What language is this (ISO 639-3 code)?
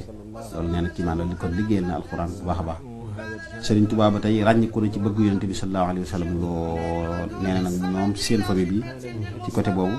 wol